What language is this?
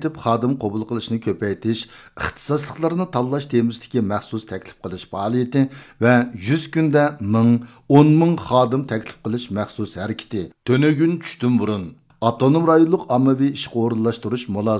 Uyghur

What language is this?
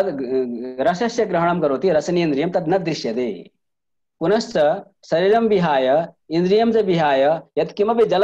Sanskrit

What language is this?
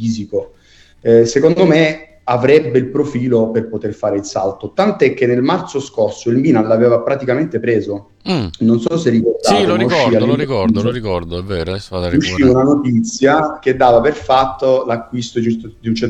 Italian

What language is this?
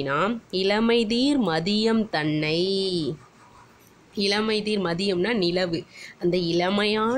Tamil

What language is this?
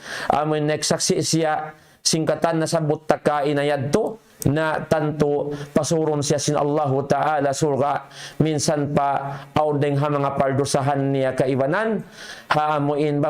Tausug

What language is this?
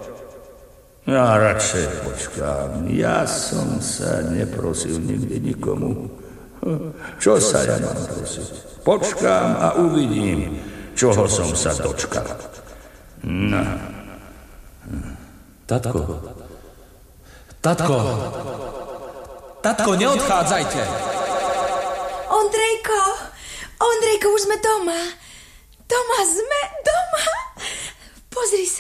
Slovak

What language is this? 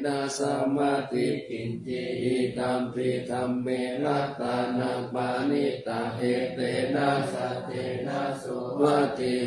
Pali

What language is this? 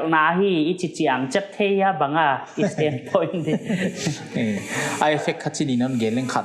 Paite Chin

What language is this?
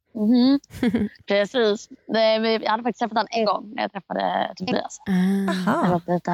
Swedish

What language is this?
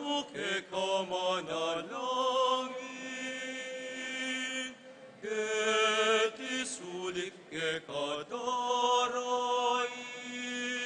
Pampanga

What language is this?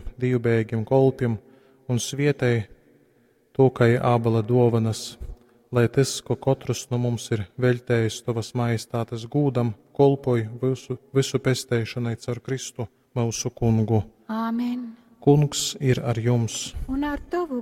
Latgalian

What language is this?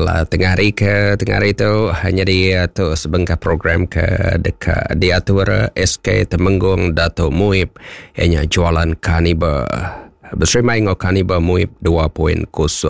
Iban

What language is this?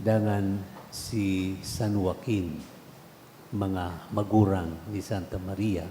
Bikol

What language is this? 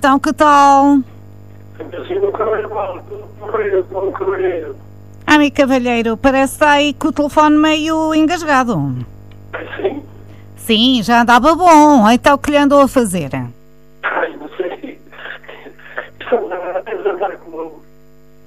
Portuguese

